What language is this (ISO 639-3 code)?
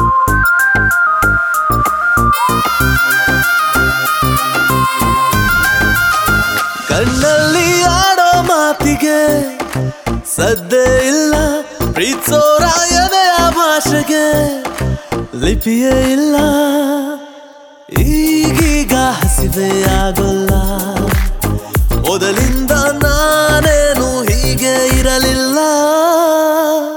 kan